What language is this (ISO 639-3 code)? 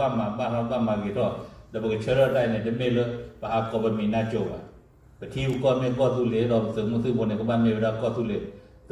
ksw